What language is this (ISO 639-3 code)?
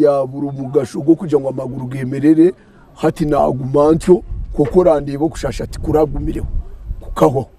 nyn